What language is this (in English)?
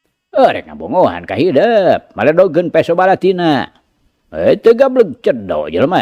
Sundanese